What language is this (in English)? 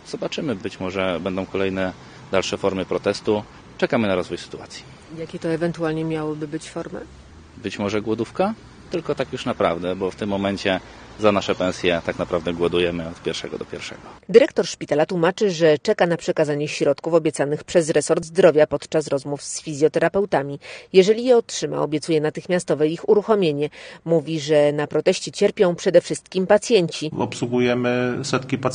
Polish